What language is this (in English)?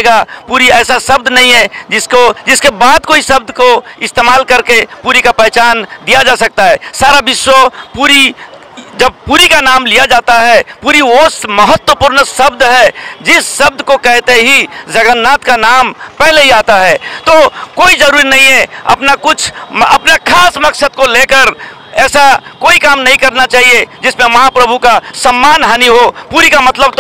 Odia